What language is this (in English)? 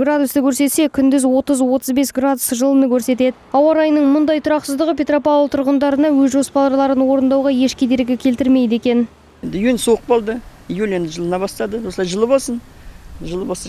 Kazakh